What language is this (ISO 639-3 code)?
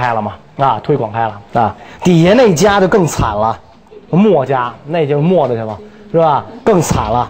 zho